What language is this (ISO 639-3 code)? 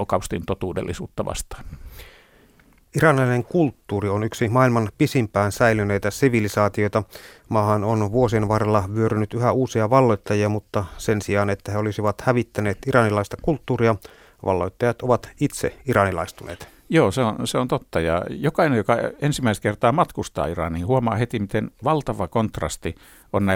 fin